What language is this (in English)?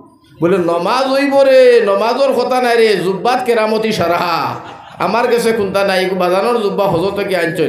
Sylheti